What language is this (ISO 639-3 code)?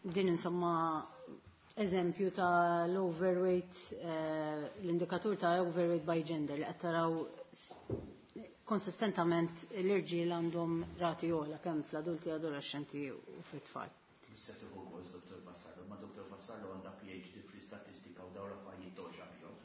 mlt